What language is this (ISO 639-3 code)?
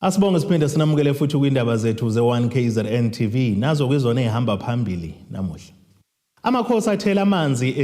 zul